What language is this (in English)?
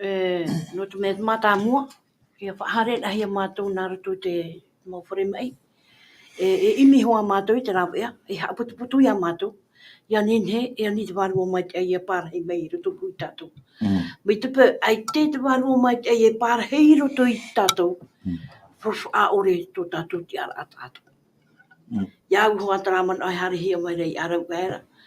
Tahitian